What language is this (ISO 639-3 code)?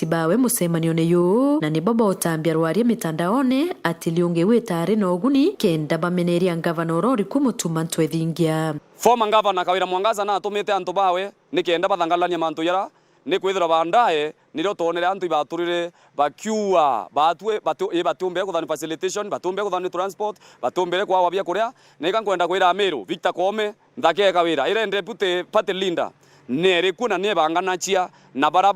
mer